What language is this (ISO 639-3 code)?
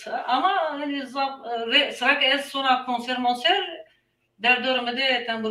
zza